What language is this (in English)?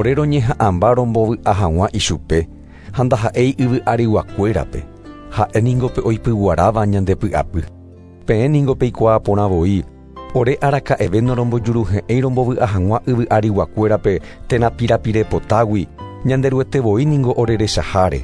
Guarani